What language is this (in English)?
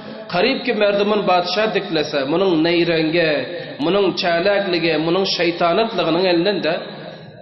Turkmen